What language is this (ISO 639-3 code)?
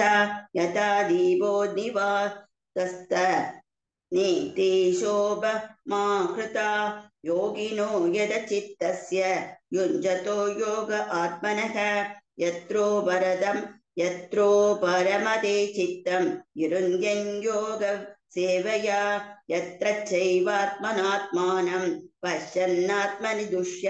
san